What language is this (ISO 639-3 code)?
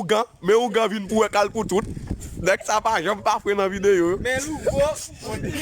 hat